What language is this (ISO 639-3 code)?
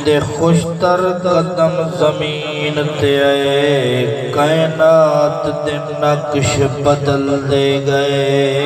skr